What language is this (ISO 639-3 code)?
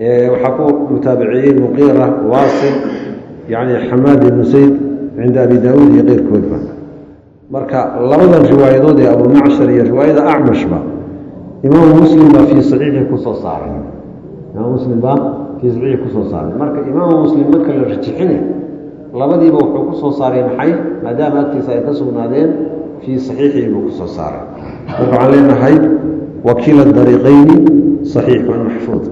som